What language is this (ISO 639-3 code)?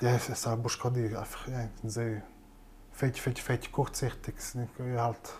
roh